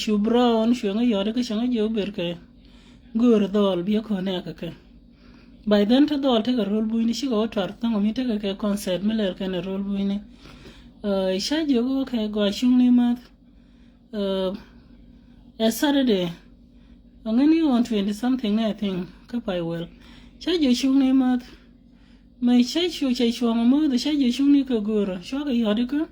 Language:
Nuer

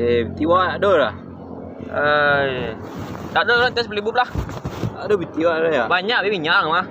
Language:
Minangkabau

